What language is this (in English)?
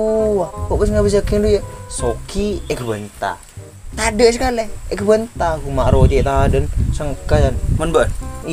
Madurese